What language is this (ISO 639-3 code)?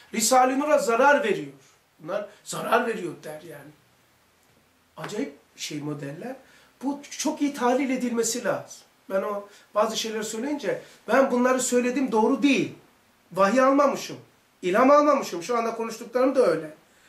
tur